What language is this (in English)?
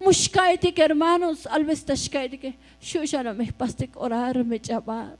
Tzotzil